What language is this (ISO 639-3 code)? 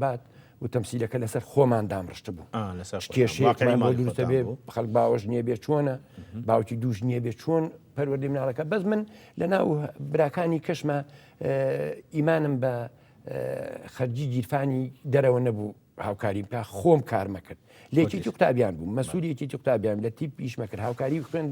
ckb